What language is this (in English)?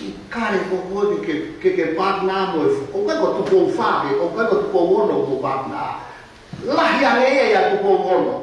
Tongan